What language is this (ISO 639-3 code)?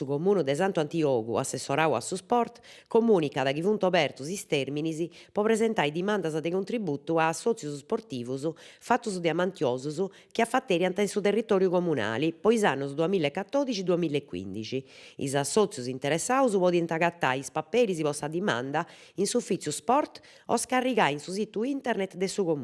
srd